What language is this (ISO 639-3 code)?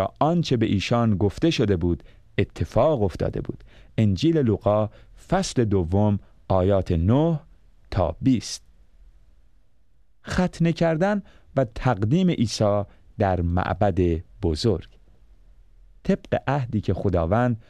fas